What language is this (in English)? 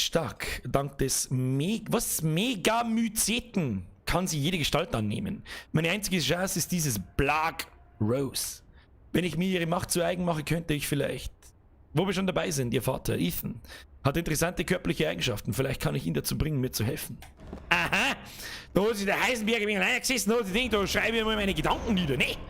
Bavarian